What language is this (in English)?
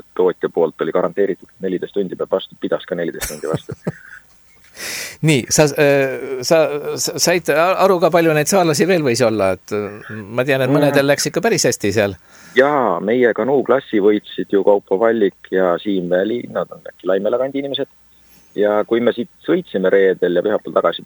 Estonian